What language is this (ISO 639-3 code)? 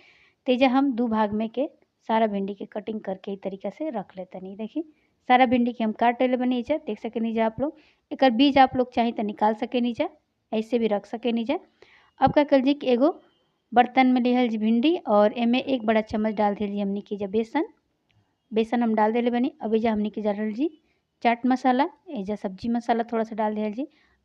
bho